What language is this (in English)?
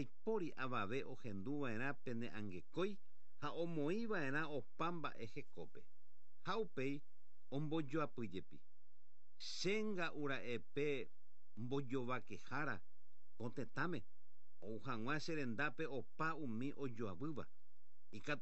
Guarani